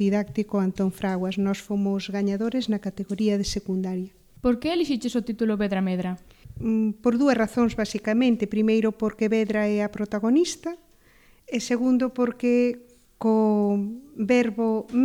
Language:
Galician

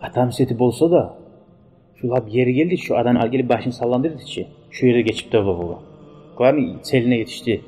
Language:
Kumyk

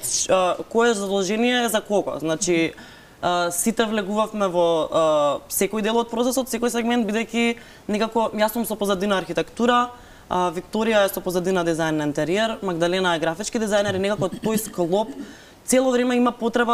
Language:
Macedonian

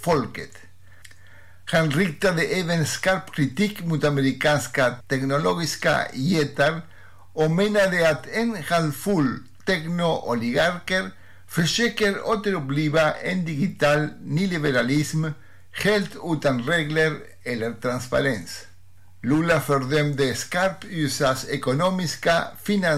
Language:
Swedish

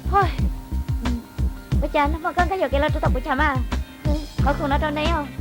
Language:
Hmong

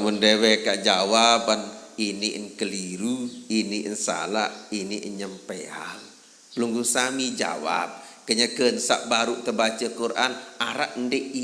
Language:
Sasak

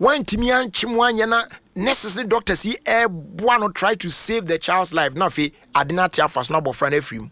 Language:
Akan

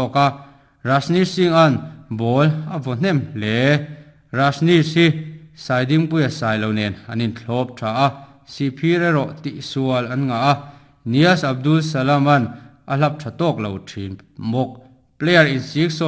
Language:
Mizo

